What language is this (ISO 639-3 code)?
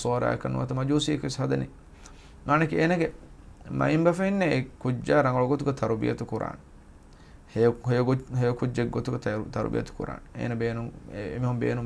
div